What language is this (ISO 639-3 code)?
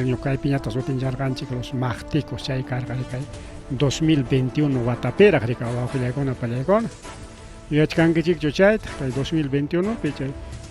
quy